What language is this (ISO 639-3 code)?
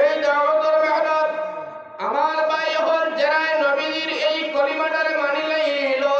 syl